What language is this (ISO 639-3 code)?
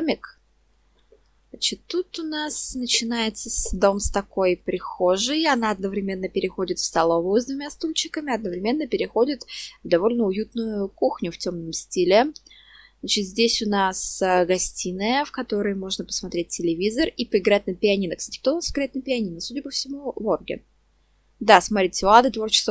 rus